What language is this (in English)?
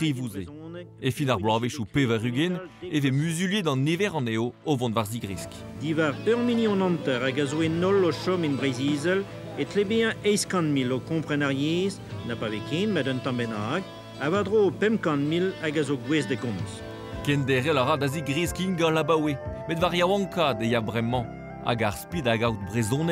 Breton